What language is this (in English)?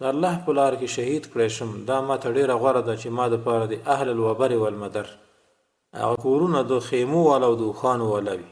Pashto